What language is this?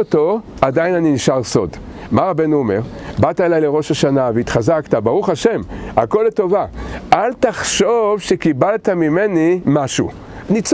Hebrew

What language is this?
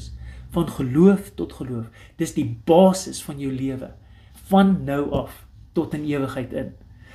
Afrikaans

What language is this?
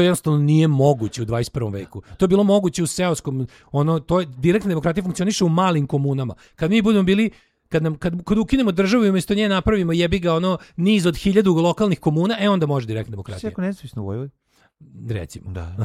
Serbian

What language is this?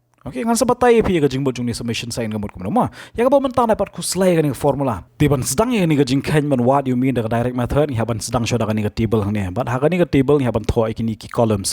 Khasi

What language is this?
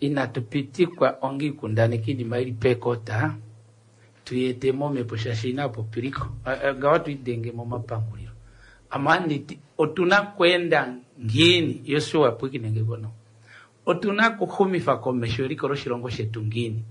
Kuanyama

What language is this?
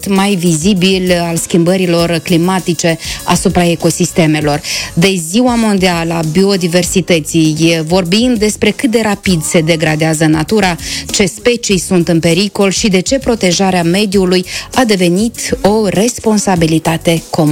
Romanian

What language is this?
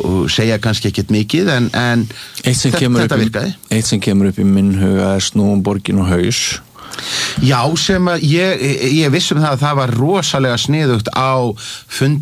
Icelandic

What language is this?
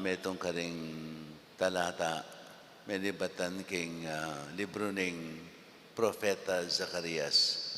Pampanga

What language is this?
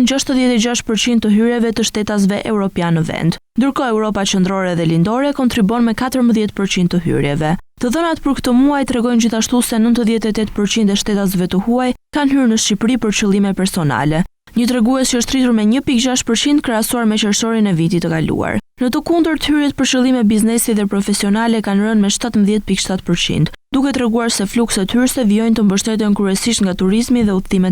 Albanian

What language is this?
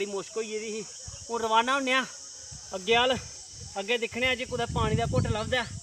Dogri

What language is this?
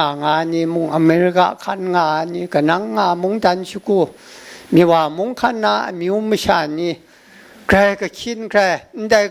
Kachin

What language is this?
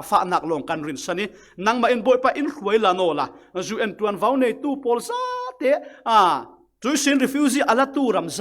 Falam Chin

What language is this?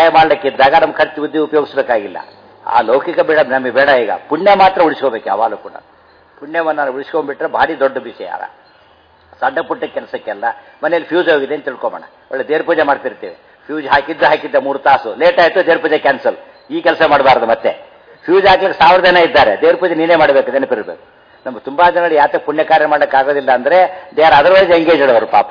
Kannada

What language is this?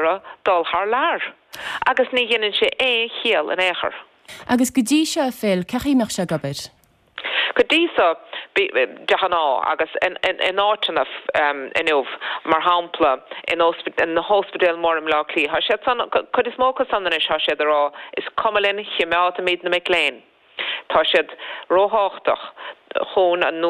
Irish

